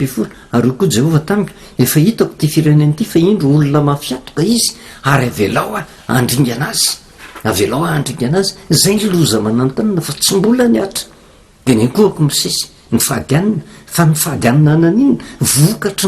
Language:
Malagasy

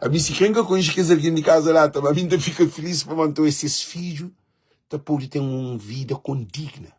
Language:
Kabuverdianu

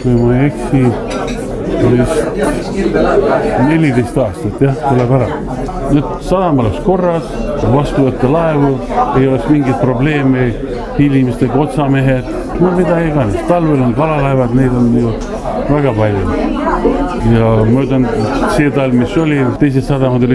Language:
Estonian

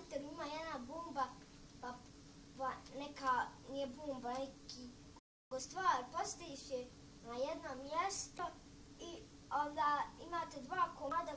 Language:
Bosnian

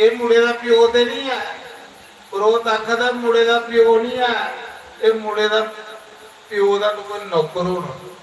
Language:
Dogri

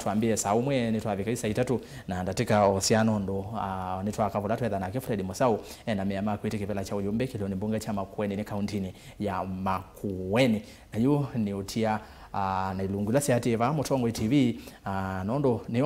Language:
Kamba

